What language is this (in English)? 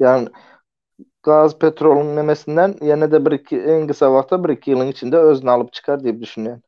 Turkmen